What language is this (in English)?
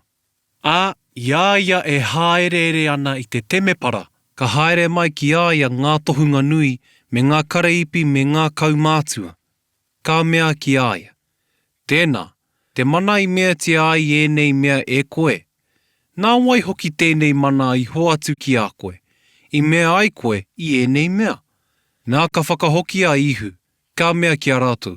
Māori